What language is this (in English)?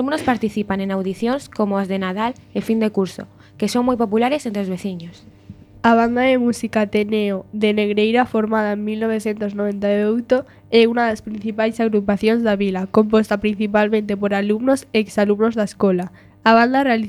Galician